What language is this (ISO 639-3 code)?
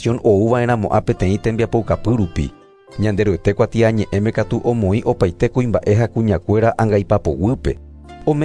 grn